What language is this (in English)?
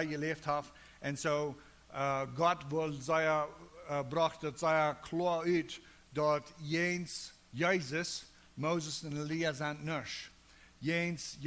Plautdietsch